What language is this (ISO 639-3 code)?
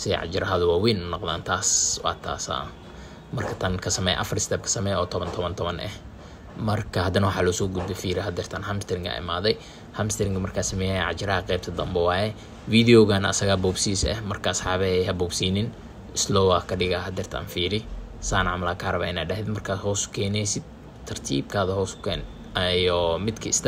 som